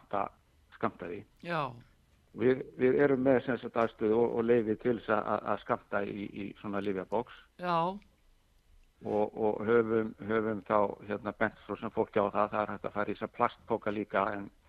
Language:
Icelandic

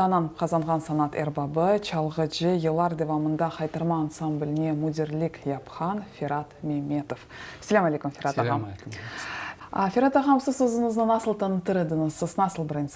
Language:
Crimean Tatar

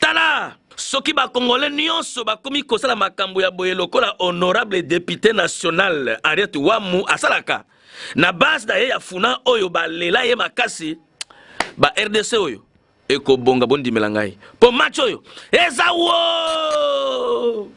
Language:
Lingala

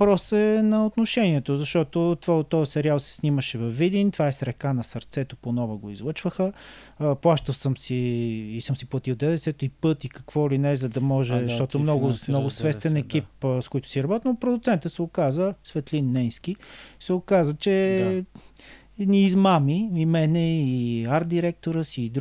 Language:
Bulgarian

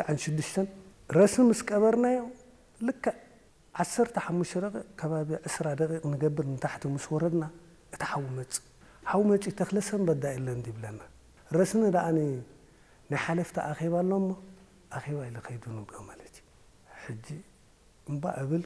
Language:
Tigrinya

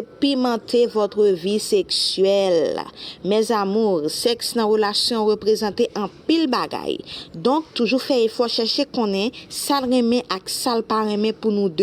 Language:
Haitian Creole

